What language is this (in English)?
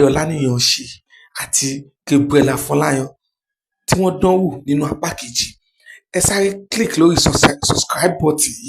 Yoruba